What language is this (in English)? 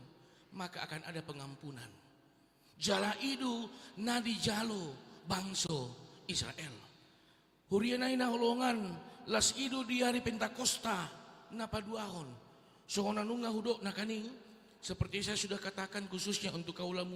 Batak Toba